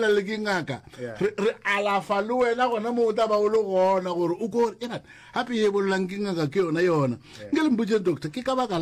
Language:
Northern Sotho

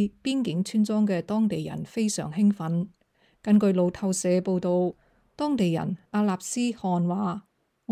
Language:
Cantonese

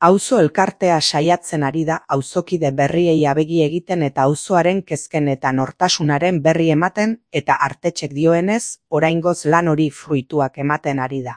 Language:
Basque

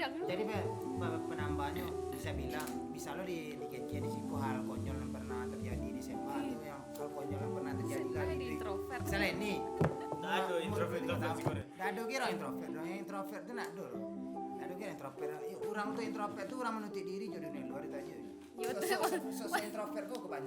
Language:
Minangkabau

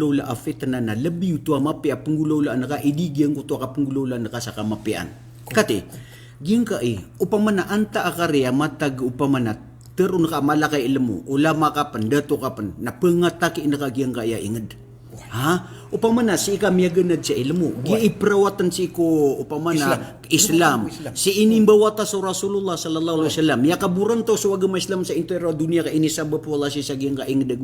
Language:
Maranao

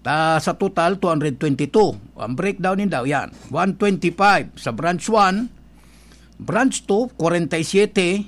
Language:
Bikol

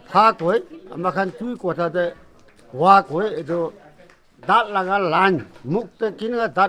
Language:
Naga Pidgin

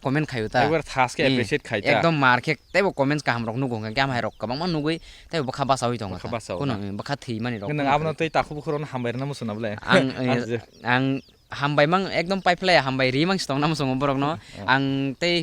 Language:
Kok Borok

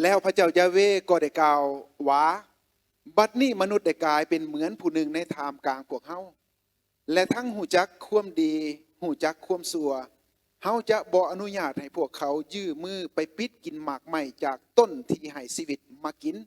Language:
Lao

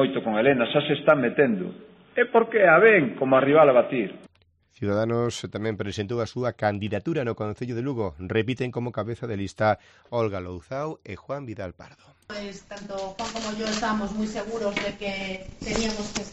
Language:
Galician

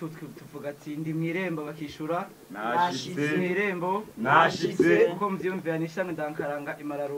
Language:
Rundi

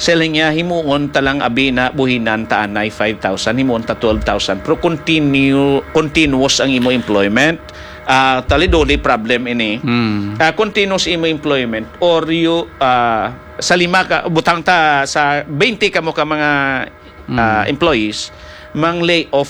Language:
Hiligaynon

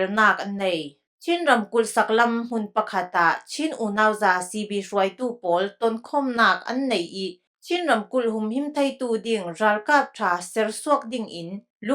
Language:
Falam Chin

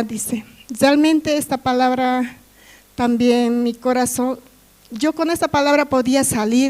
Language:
Aymara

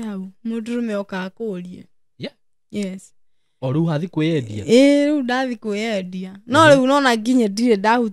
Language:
Kikuyu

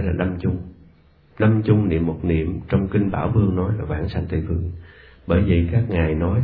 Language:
Vietnamese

